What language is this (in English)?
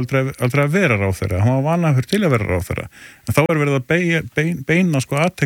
Icelandic